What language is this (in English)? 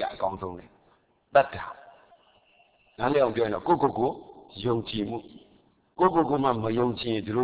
Burmese